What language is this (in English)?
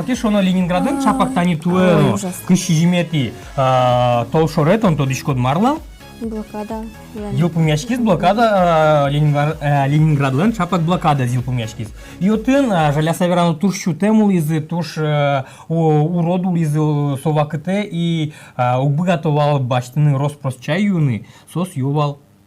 Udmurt